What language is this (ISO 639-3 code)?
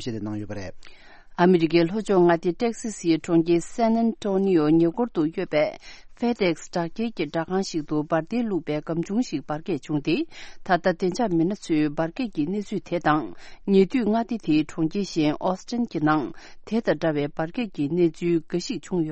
bod